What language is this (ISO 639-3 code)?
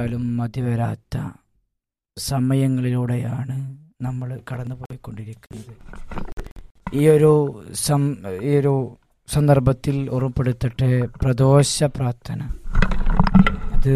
mal